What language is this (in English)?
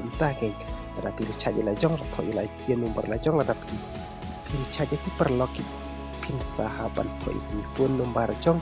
Khasi